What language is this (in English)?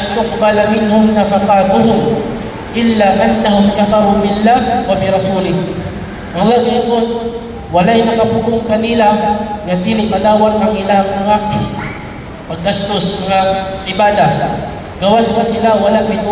Cebuano